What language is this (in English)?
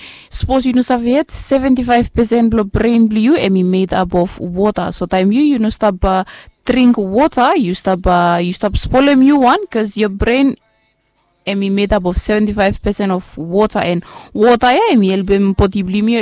Bislama